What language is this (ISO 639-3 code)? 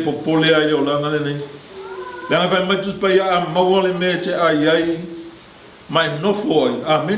smo